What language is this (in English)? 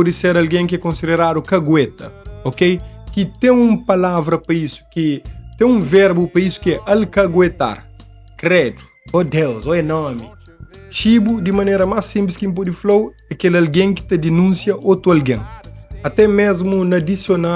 Kabuverdianu